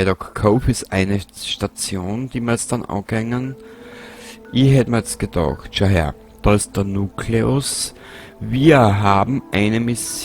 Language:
Bavarian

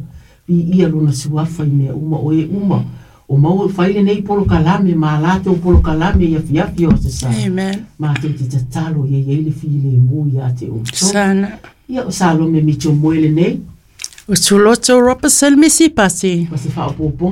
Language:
Samoan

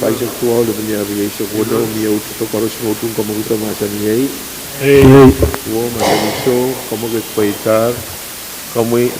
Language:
Pohnpeian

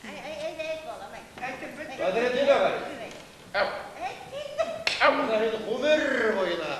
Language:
Bashkir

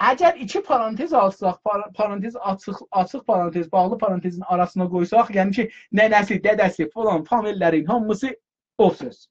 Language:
South Azerbaijani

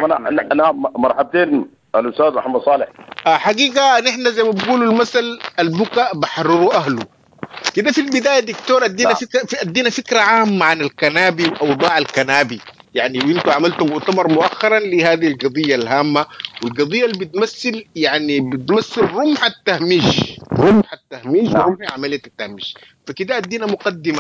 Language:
Sudanese Arabic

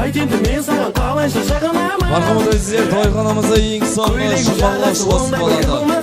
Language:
Kara-Kalpak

